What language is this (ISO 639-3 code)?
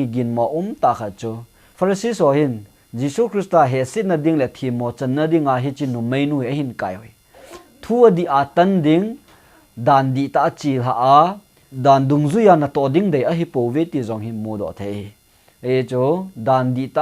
tcz